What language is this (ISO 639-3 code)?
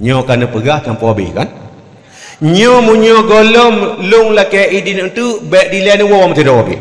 ace